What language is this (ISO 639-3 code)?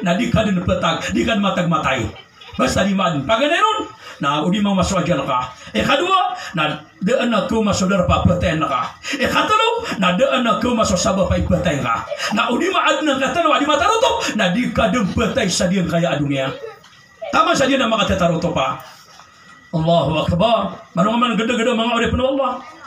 mrw